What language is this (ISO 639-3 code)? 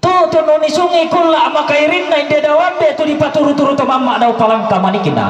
sda